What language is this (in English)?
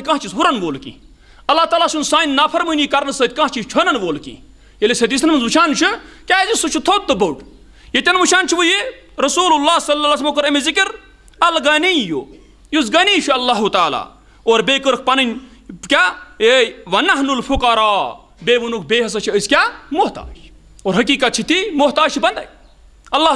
Kashmiri